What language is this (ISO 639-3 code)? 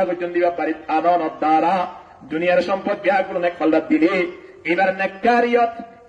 rhg